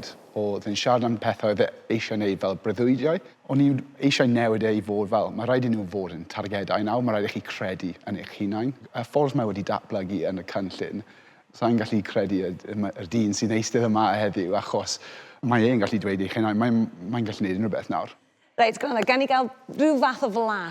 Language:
Welsh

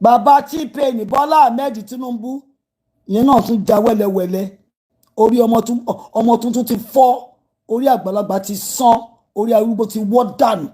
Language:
Yoruba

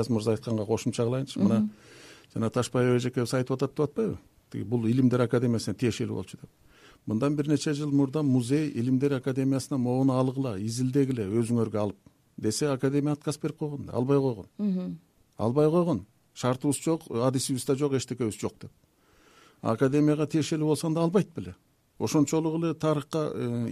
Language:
Kyrgyz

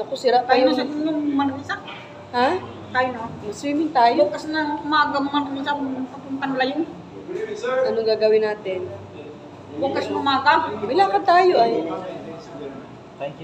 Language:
Filipino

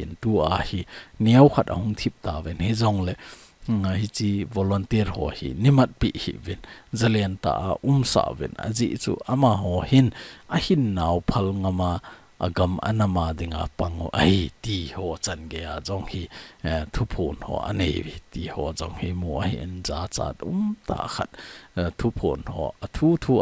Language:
Thado Chin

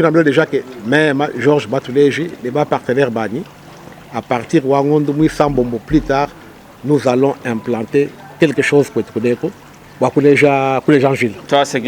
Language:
Luba-Lulua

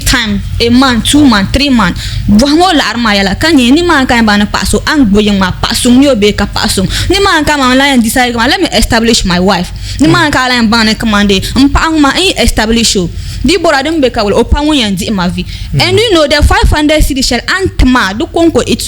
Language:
Dagbani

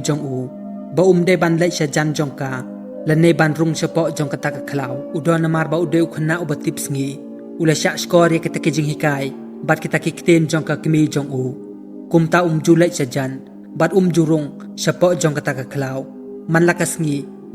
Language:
Khasi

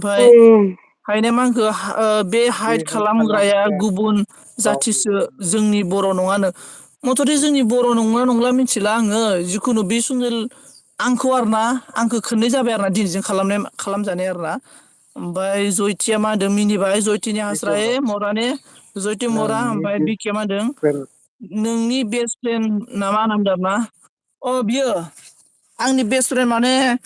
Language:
Bodo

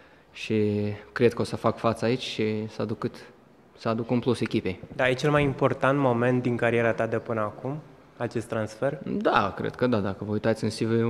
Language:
Romanian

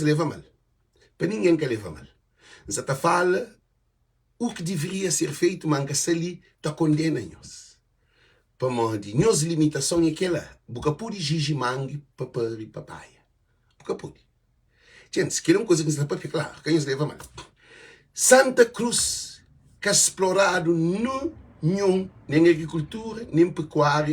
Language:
Kabuverdianu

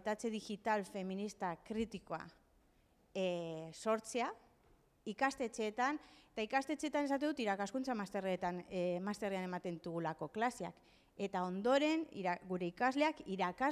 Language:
Basque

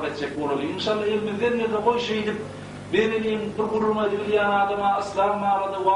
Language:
Turkmen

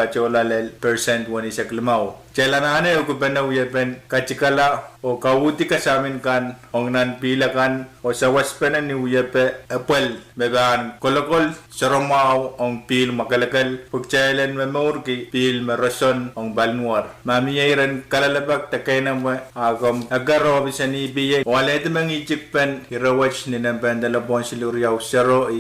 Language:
Pohnpeian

